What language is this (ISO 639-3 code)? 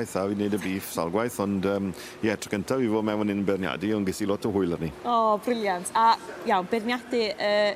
cym